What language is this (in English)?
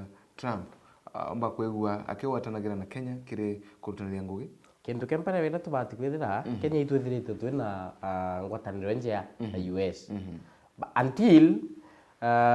Meru